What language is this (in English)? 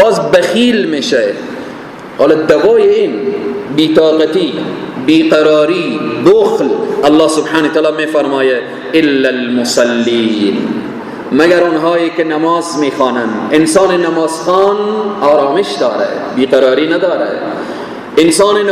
Persian